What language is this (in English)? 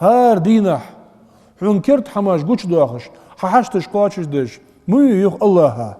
Ingush